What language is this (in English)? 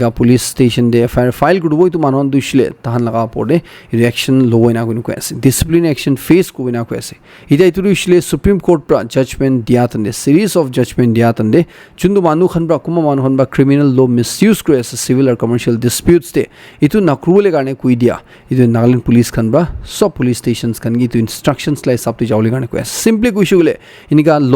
Naga Pidgin